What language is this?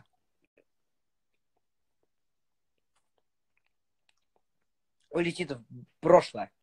Russian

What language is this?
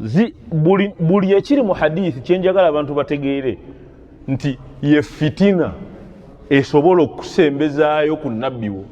Ganda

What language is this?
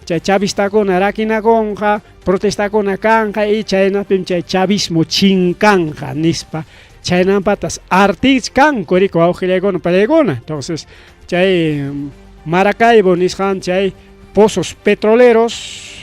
Ayacucho Quechua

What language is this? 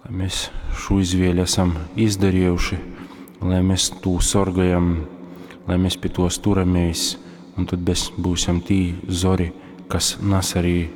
Latgalian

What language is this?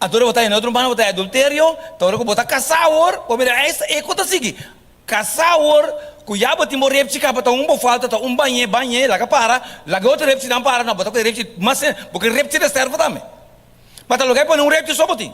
Papiamento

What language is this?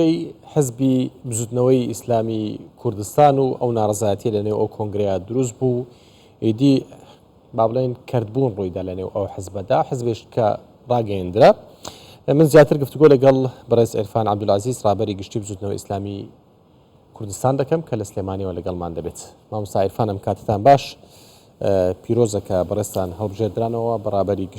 Central Kurdish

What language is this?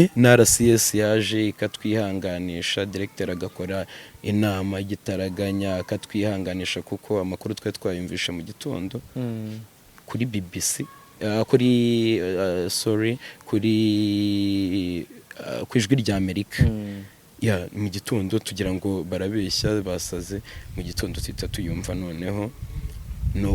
Kinyarwanda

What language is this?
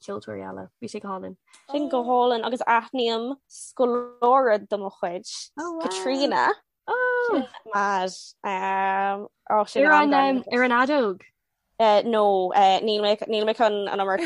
Irish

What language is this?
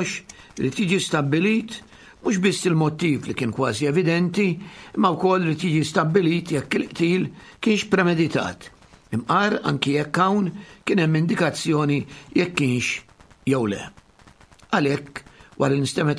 Maltese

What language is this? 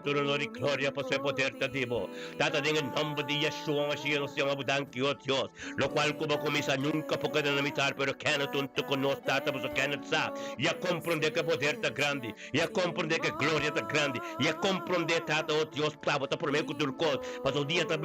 Papiamento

